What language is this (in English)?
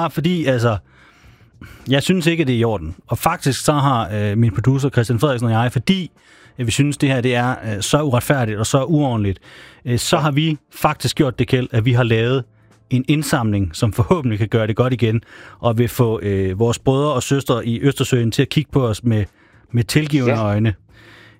Danish